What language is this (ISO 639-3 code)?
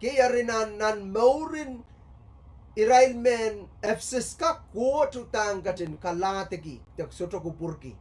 pon